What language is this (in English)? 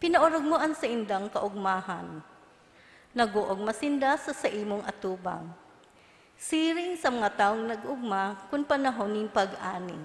Bikol